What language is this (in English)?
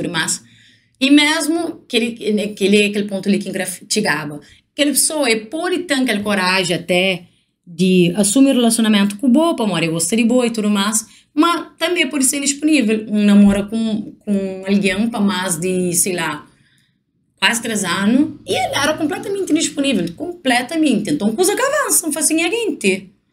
Kabuverdianu